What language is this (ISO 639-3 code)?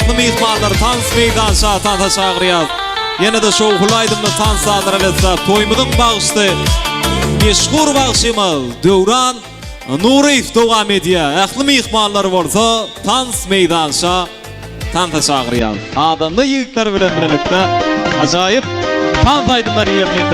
tuk